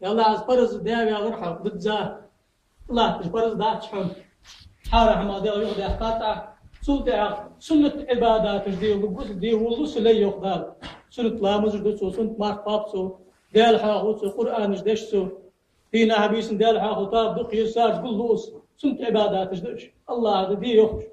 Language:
Ingush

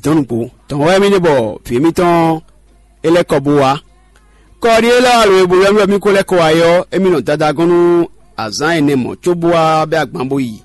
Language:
Fon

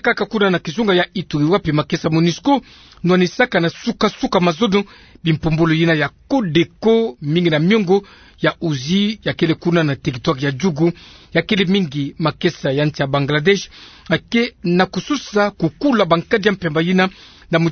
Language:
Kituba (Democratic Republic of Congo)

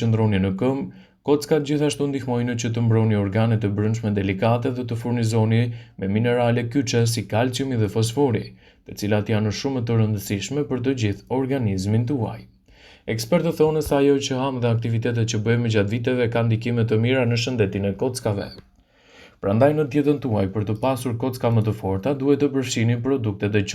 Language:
Albanian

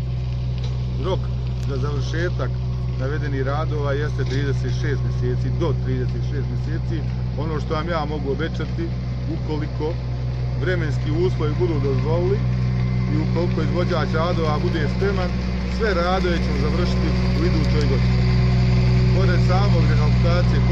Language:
Bosnian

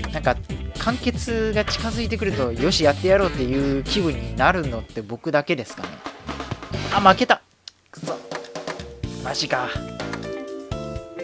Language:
Japanese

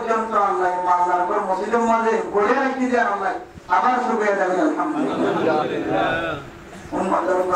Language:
Rohingya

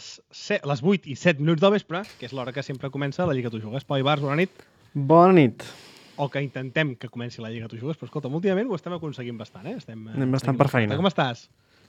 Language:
Catalan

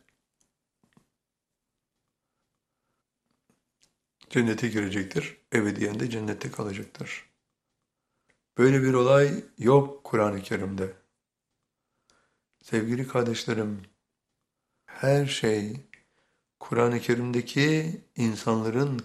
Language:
Turkish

